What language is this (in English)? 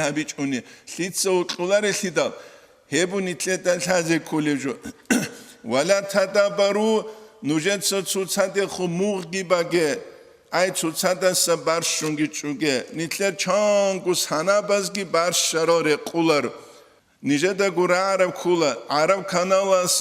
Avaric